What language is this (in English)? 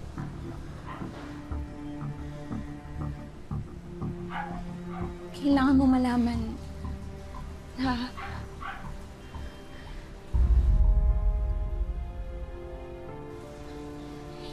Filipino